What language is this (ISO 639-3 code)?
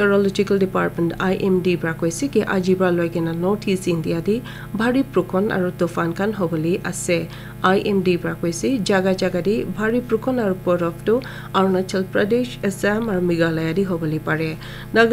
nag